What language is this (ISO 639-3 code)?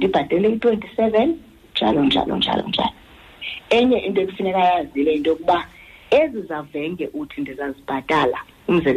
xho